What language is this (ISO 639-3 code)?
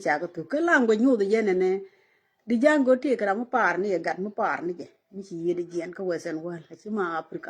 nus